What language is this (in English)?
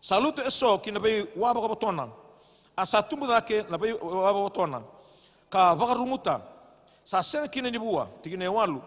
Fijian